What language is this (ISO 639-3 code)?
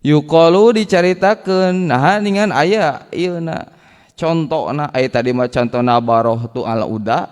sun